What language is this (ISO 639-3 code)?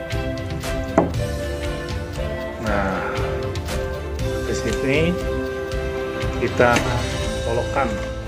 ind